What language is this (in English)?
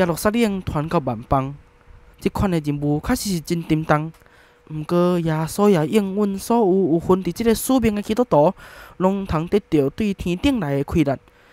Min Nan Chinese